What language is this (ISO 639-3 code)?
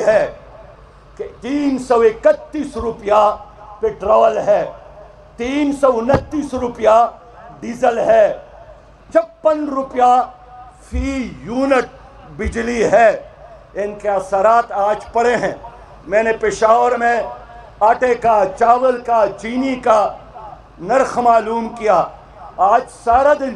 urd